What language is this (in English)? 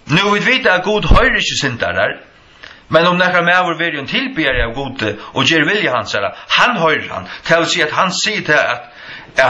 Faroese